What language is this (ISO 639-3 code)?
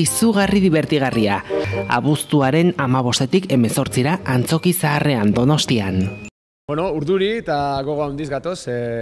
eus